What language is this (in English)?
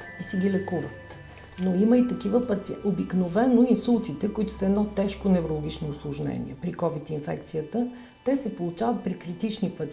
Bulgarian